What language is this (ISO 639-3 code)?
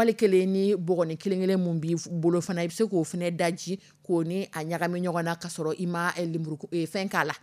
dyu